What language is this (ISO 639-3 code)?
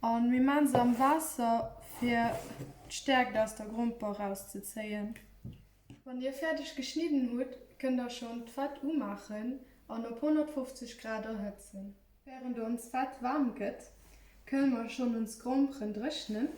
ltz